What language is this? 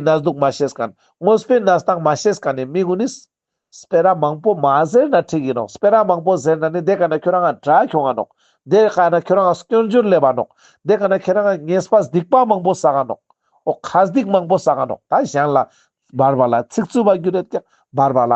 Ladakhi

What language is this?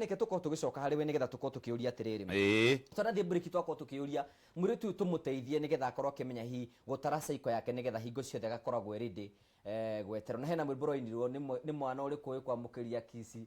Kikuyu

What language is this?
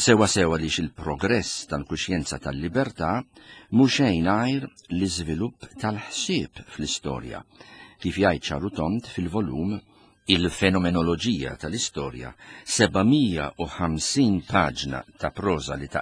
Maltese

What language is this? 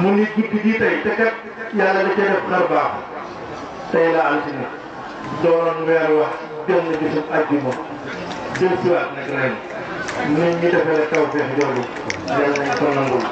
Wolof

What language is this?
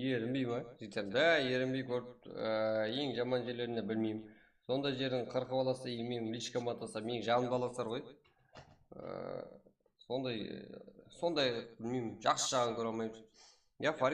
Kara-Kalpak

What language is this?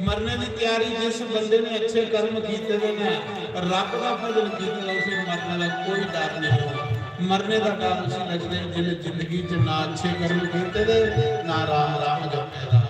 Dogri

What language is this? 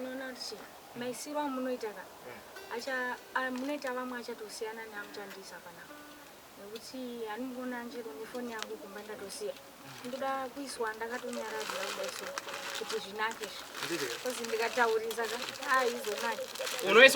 Shona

